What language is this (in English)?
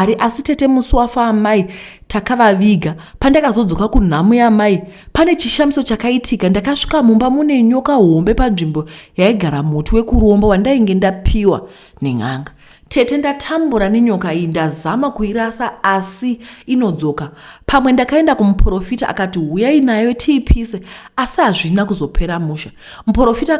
Shona